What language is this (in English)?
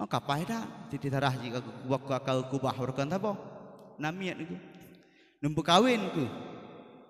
Achinese